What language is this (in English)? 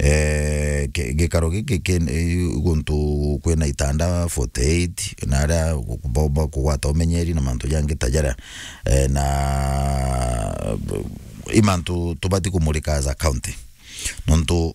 Meru